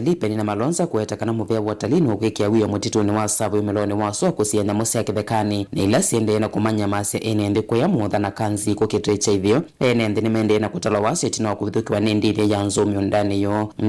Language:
Kamba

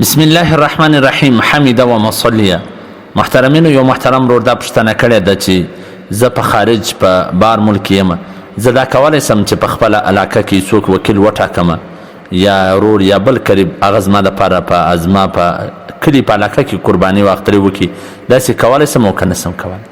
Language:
Pashto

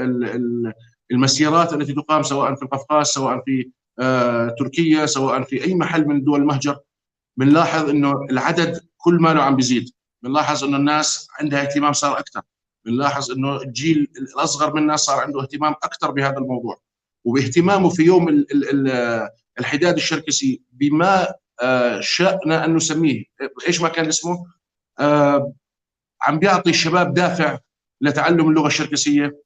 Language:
North Levantine Arabic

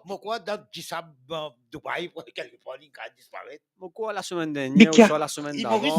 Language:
Morisyen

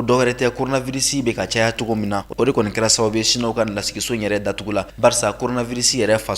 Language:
Bambara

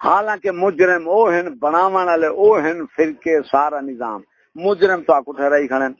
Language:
Saraiki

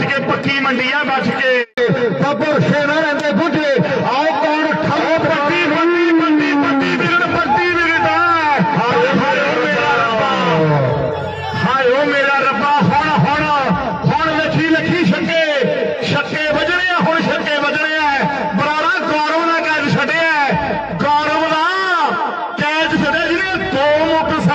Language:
Punjabi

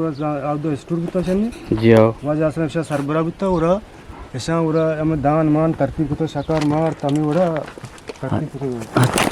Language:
Eastern Balochi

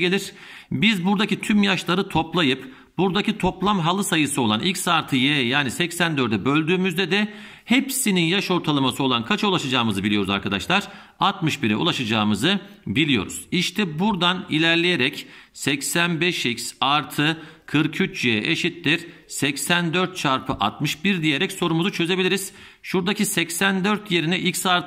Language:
Turkish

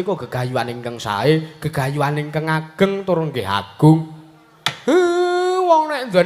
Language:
Javanese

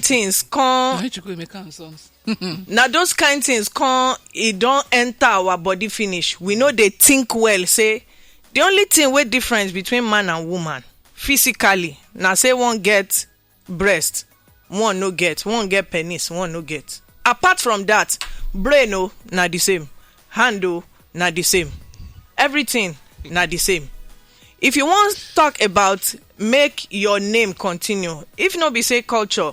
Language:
Nigerian Pidgin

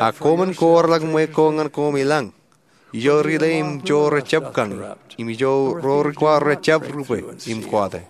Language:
Marshallese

